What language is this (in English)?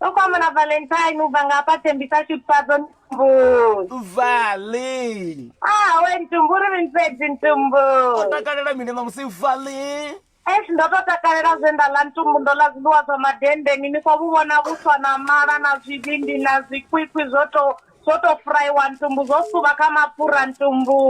Venda